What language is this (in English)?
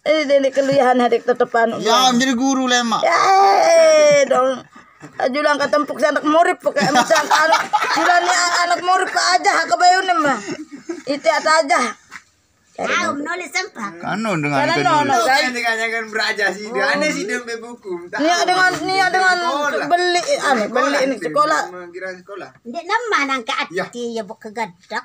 Sasak